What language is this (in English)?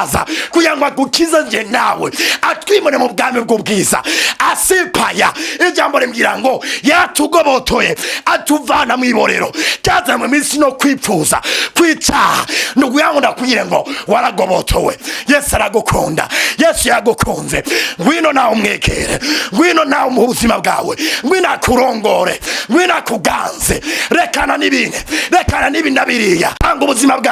Rundi